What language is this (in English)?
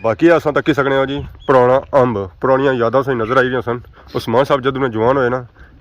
Pahari-Potwari